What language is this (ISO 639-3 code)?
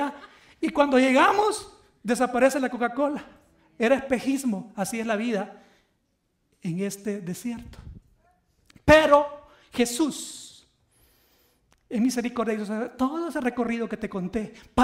spa